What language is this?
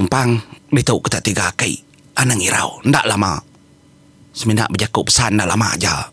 Iban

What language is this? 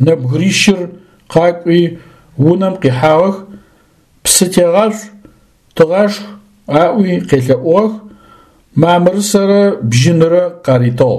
Adyghe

